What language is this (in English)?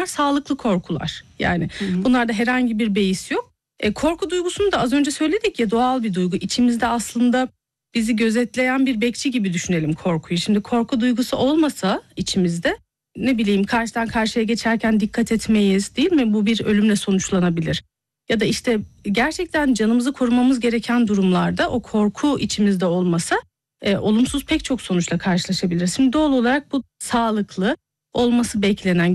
Turkish